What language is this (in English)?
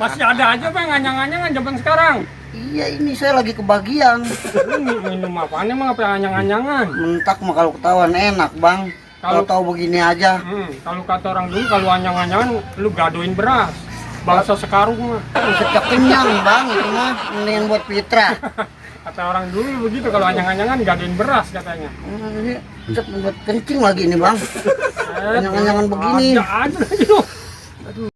Betawi